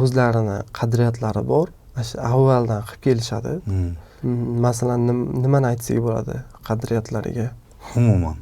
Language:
Uzbek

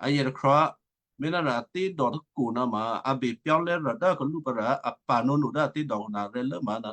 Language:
Western Kayah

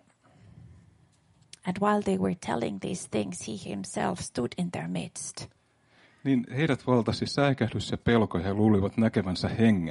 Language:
Finnish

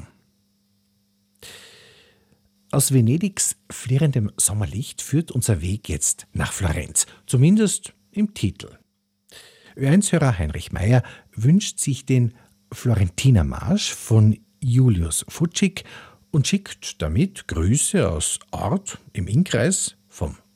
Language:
German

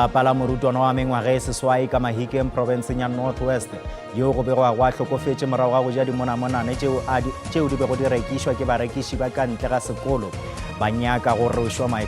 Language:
Northern Sotho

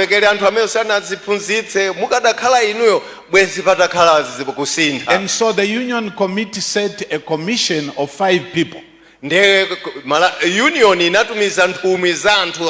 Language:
Nyanja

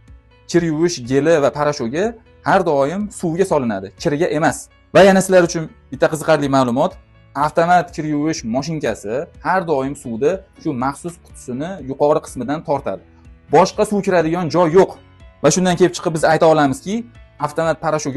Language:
Uzbek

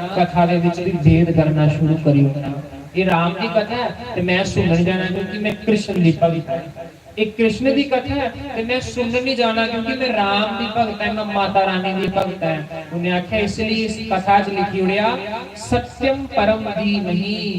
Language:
Dogri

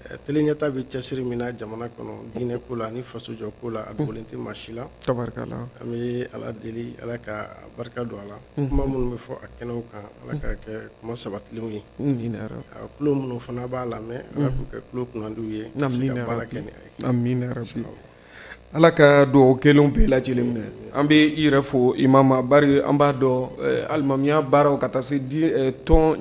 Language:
Bambara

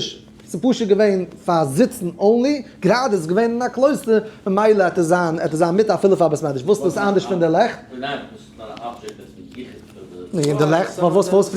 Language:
Yiddish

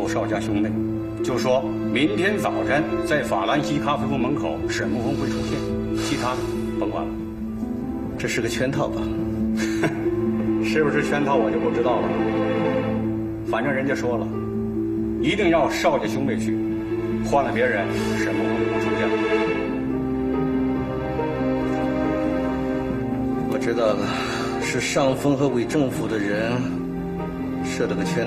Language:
Chinese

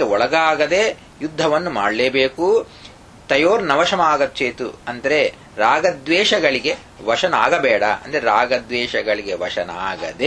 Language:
Kannada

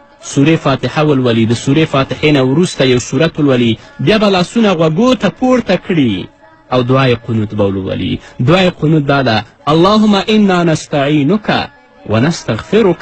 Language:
Pashto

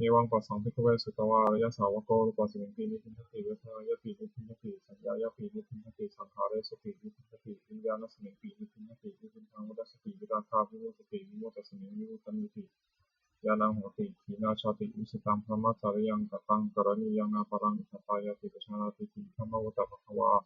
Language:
Pali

